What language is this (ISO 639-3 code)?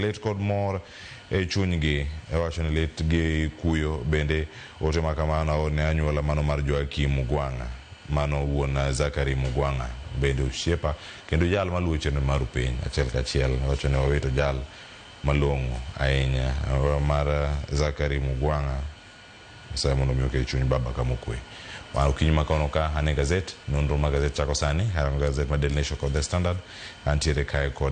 luo